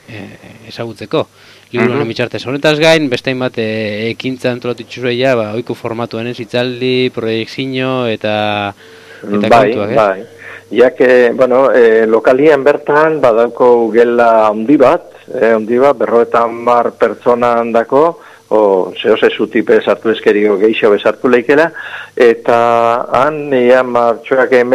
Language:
Basque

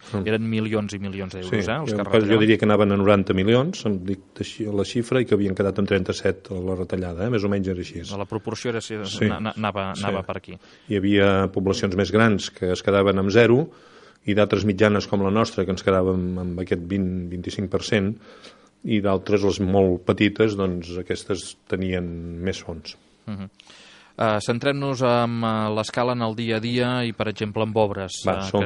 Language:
Catalan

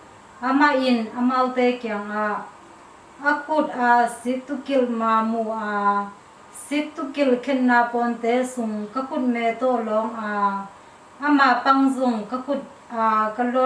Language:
Tedim Chin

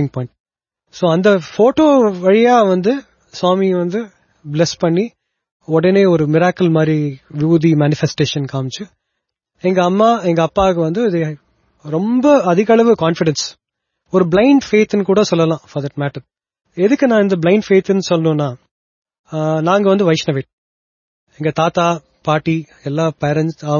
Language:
Tamil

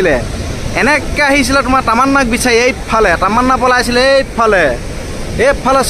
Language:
Assamese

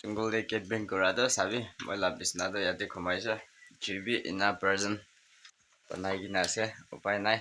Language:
Naga Pidgin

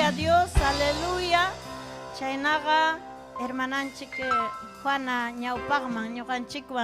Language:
Ayacucho Quechua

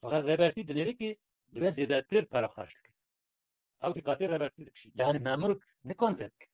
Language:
Kurdish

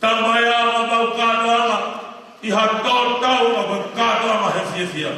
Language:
Tongan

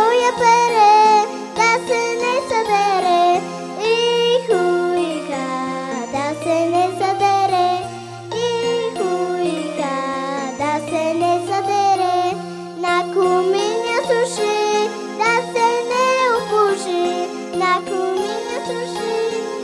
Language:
Bulgarian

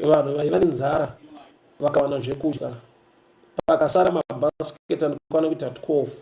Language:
Shona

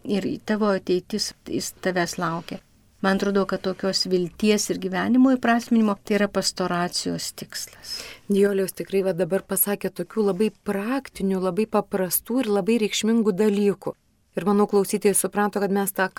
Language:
Lithuanian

